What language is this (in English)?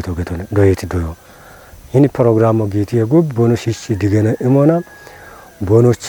Kafa